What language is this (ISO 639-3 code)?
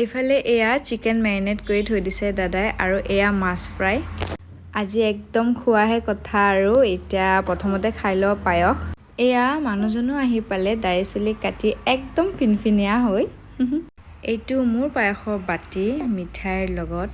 asm